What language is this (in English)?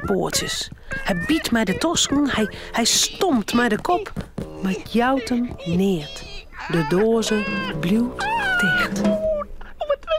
Western Frisian